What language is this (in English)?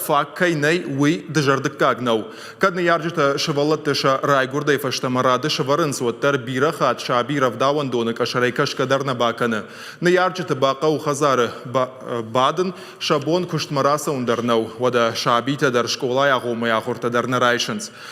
Ossetic